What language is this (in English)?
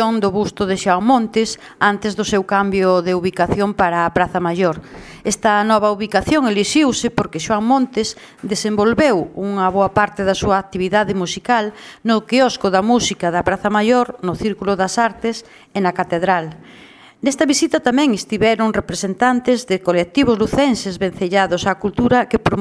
Galician